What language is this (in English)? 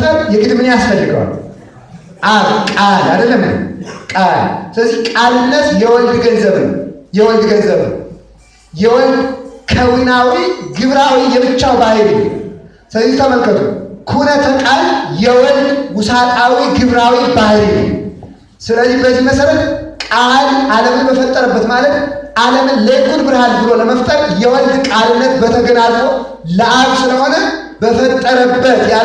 Amharic